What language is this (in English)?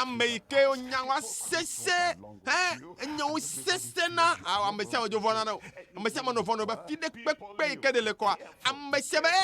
Ewe